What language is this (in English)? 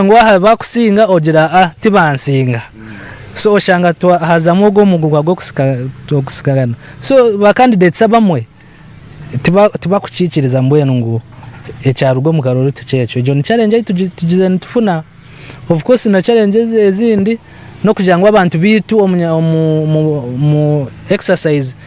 Nyankole